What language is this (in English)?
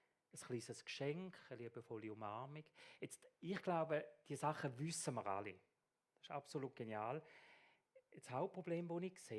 Swiss German